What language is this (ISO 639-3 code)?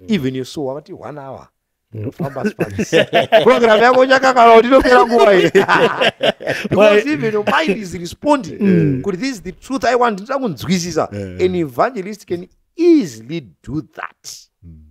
sna